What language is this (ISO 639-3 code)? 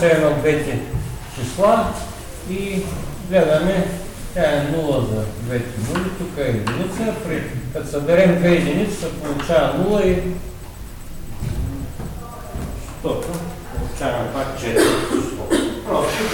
bul